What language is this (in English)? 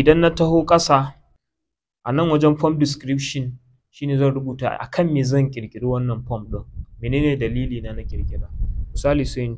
Hausa